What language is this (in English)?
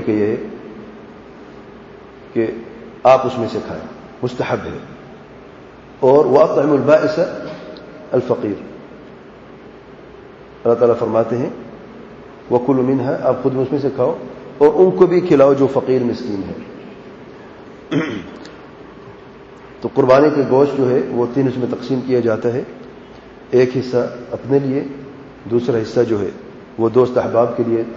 Urdu